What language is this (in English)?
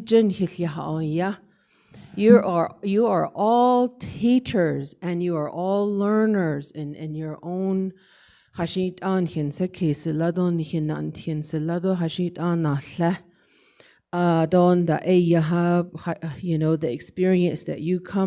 Navajo